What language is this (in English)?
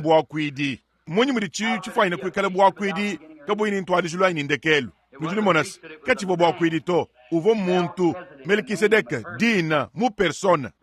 Luba-Lulua